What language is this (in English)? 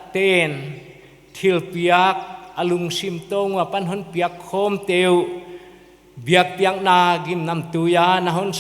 Paite Chin